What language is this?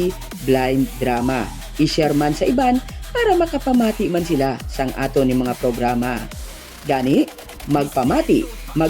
Hiligaynon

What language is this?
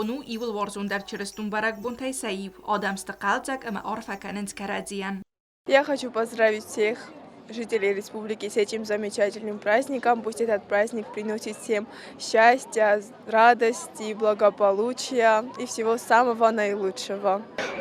Ossetic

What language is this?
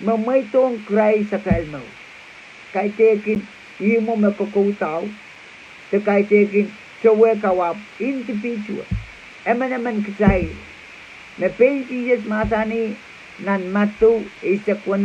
Pohnpeian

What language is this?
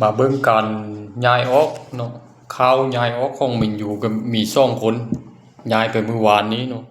Lao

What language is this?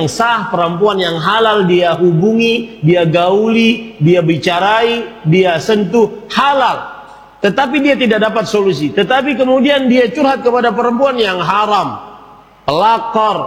Indonesian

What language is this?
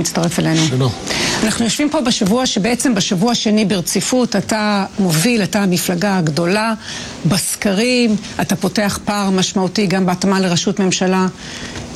Hebrew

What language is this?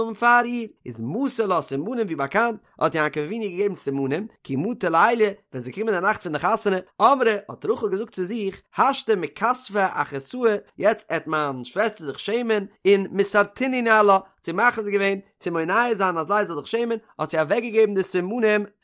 Yiddish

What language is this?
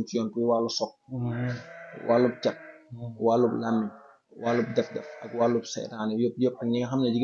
Wolof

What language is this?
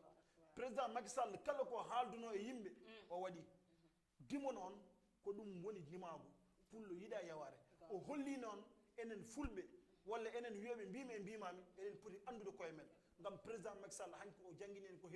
Fula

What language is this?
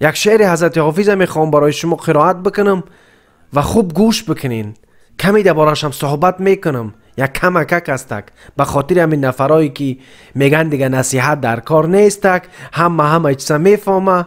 Tajik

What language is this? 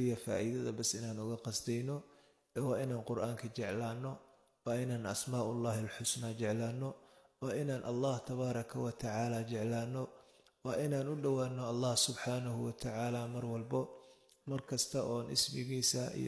Somali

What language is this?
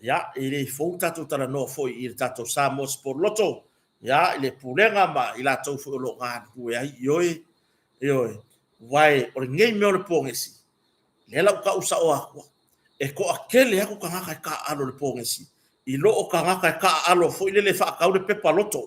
Samoan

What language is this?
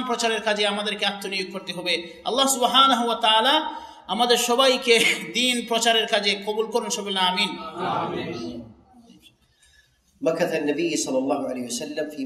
Bangla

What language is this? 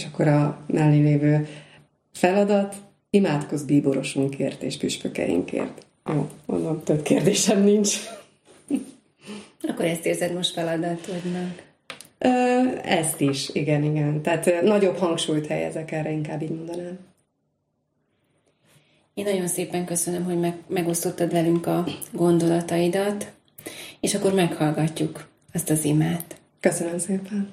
Hungarian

